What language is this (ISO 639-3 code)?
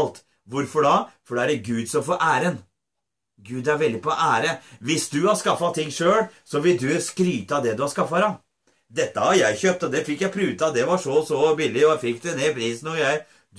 nor